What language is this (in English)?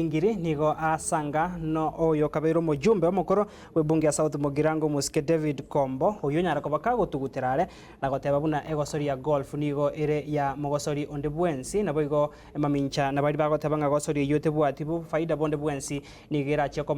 Gusii